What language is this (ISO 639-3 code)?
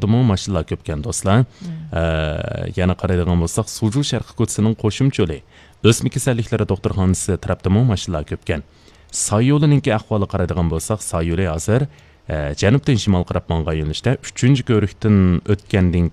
uig